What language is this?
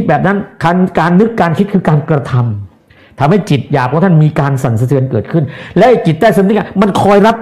Thai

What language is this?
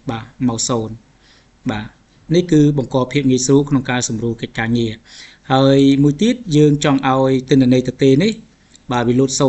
Khmer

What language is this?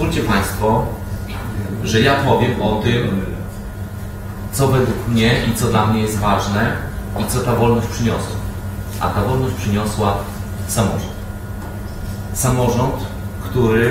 Polish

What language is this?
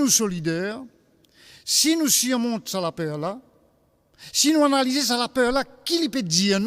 Morisyen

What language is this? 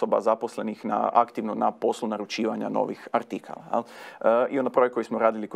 Croatian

